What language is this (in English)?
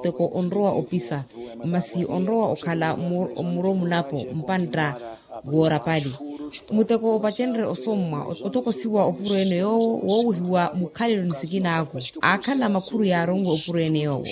Makhuwa